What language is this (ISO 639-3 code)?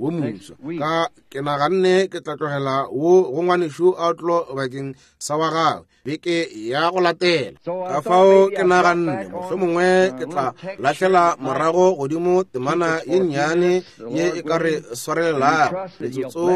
nso